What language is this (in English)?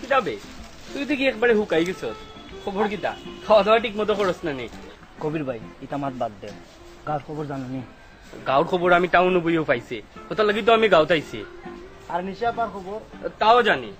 Sylheti